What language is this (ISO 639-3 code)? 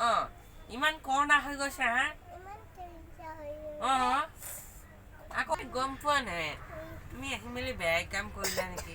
asm